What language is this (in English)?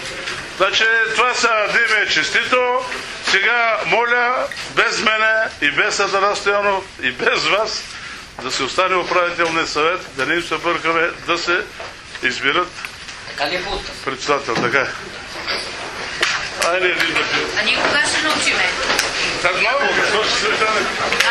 Bulgarian